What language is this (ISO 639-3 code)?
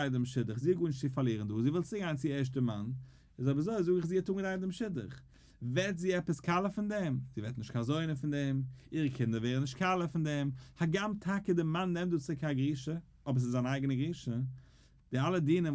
yid